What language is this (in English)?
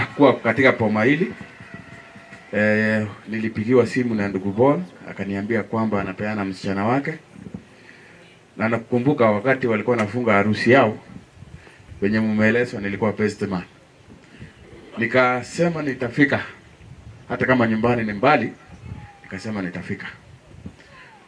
Swahili